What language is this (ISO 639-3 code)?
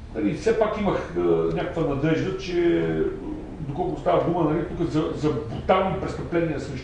bul